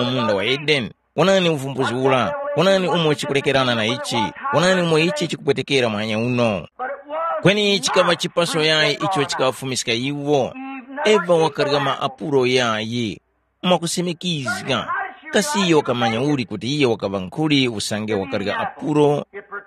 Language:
Tumbuka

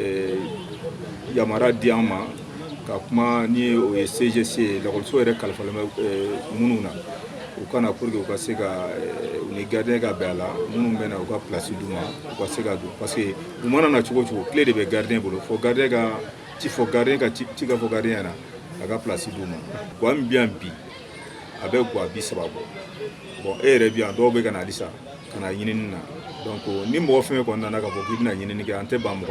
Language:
Bambara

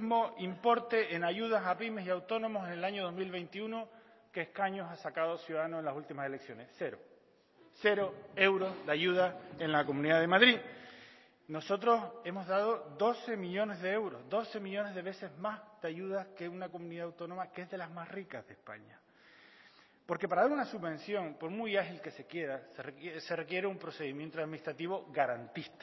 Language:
Spanish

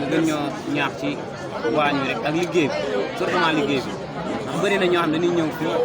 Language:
Wolof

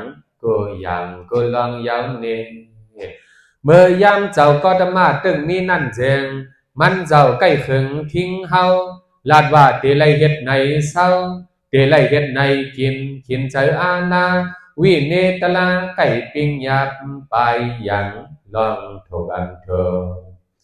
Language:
Shan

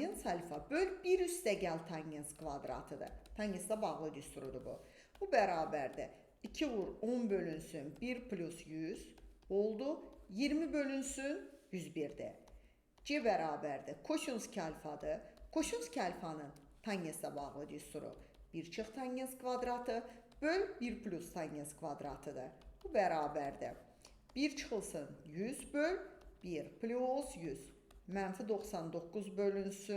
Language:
Azerbaijani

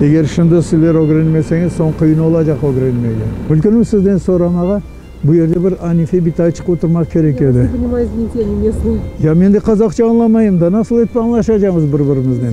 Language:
Crimean Tatar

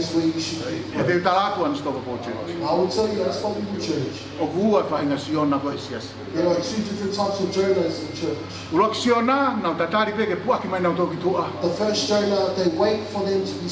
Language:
Tongan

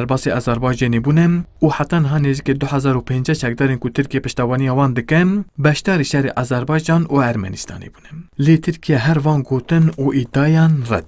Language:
Kurdish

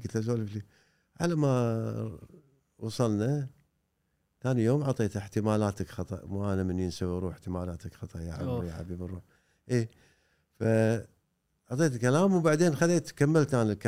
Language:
Gulf Arabic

